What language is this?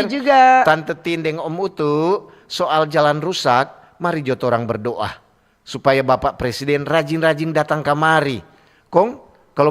Manado Malay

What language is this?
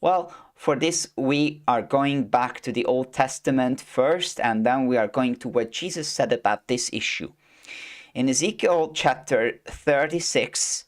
English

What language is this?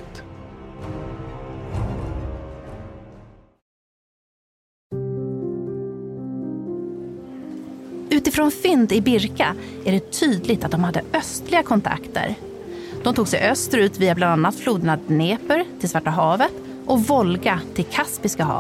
Swedish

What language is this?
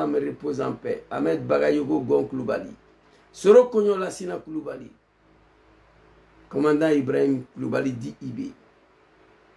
French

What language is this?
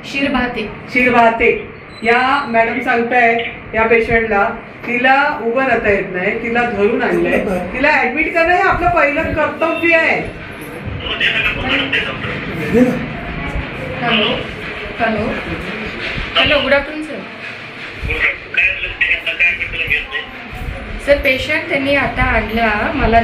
Marathi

